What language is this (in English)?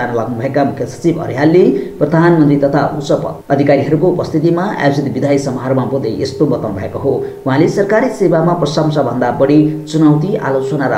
Nepali